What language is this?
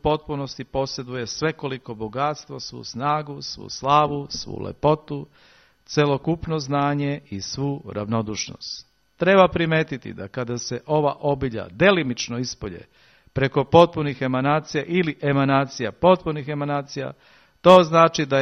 Serbian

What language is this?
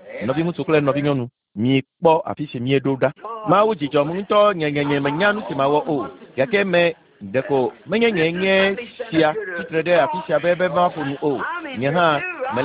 Ewe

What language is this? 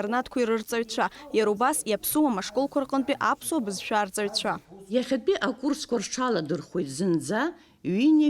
Abkhazian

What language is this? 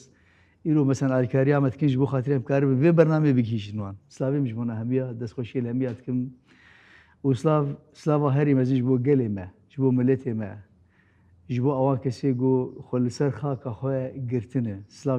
Kurdish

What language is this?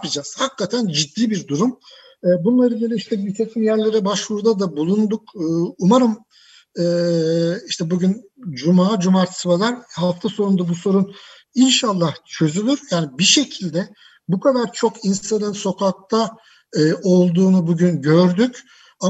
Turkish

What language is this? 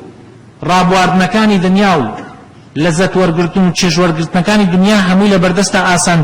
Central Kurdish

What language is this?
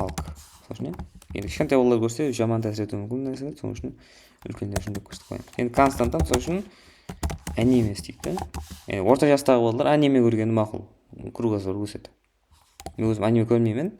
Kara-Kalpak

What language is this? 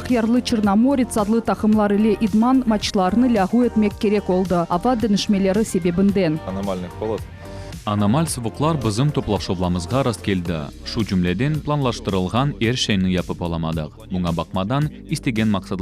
Crimean Tatar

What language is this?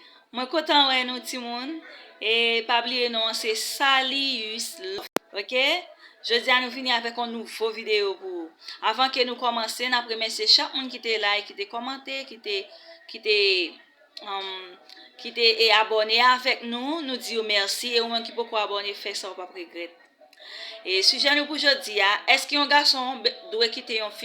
Haitian Creole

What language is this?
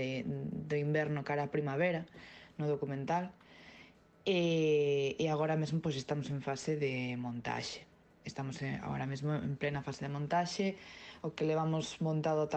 Galician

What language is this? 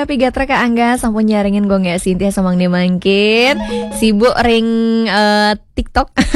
Balinese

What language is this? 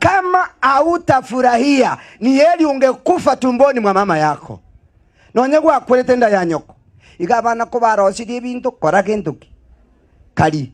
Gusii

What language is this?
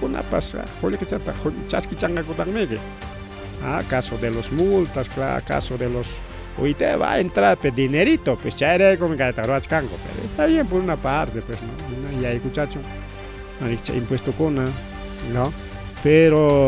Ayacucho Quechua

